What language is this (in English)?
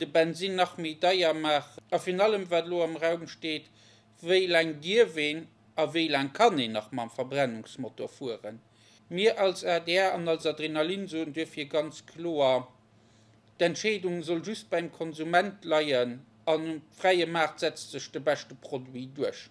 Luxembourgish